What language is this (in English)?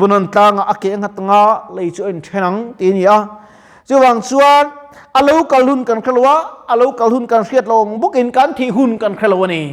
Mizo